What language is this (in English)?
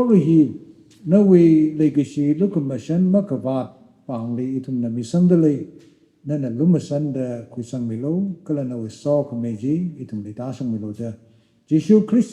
Tangkhul Naga (India)